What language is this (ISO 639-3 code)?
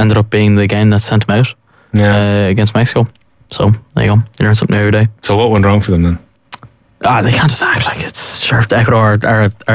eng